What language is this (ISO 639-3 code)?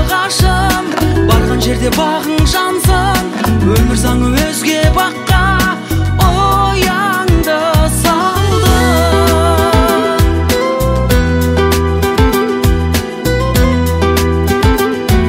kaz